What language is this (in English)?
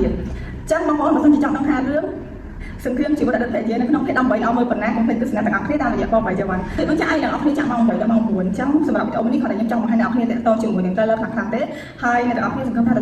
Khmer